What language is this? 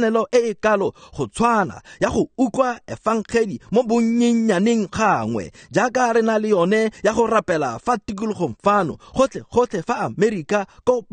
Tswana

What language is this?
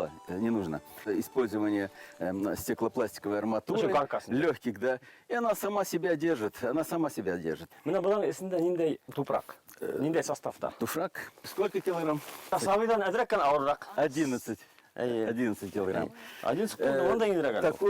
Bashkir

